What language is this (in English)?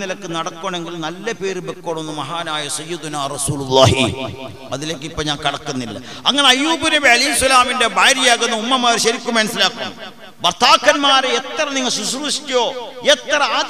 Malayalam